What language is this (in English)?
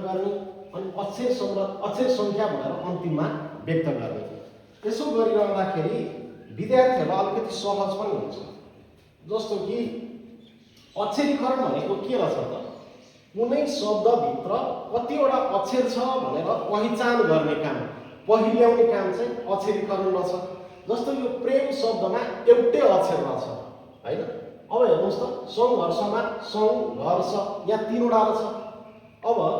Nepali